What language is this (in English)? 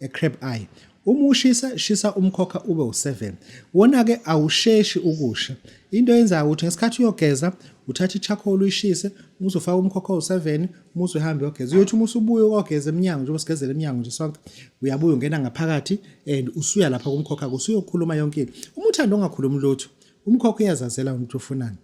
Zulu